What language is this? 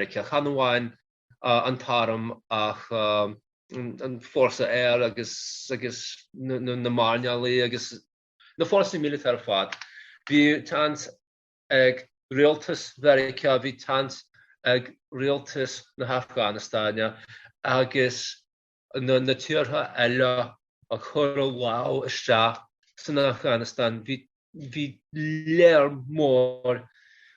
Irish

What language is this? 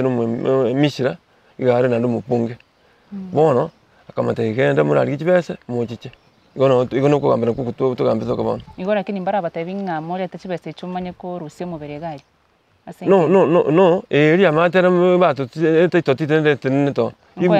Gusii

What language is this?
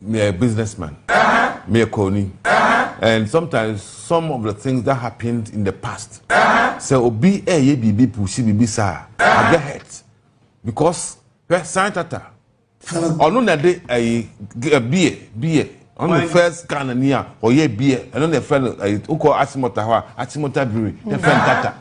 Akan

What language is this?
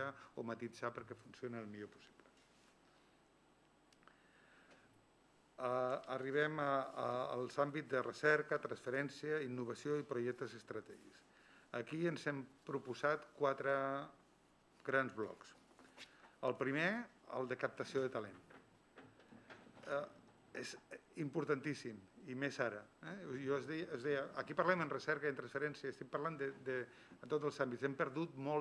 Catalan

